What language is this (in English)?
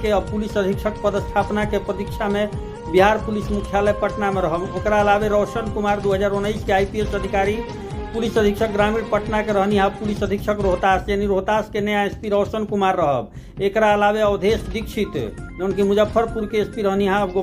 Bhojpuri